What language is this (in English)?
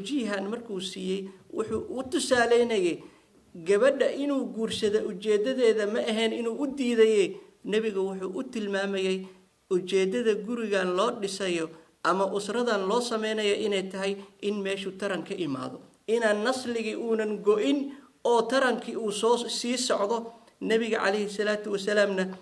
Somali